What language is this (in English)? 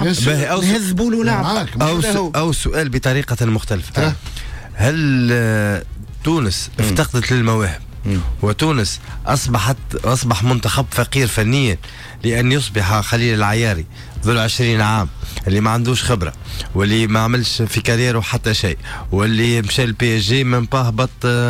Tunisian Arabic